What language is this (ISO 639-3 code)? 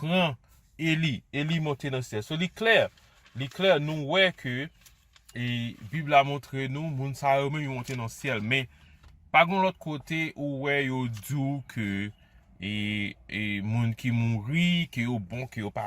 hat